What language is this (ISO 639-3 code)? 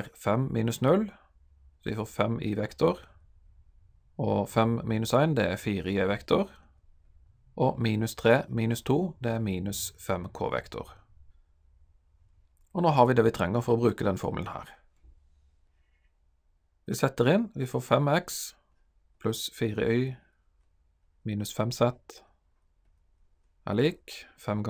nor